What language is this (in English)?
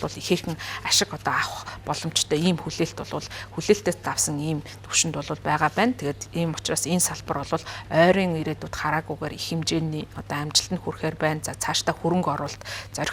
Mongolian